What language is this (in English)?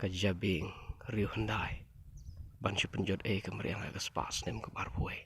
Khasi